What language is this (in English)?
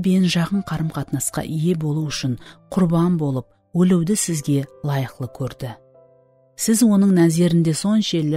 Kara-Kalpak